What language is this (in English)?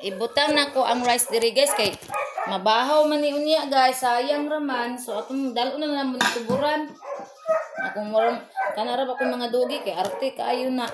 Cebuano